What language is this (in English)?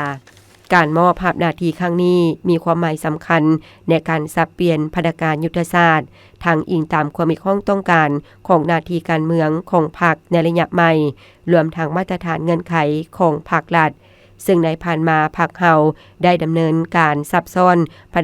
Lao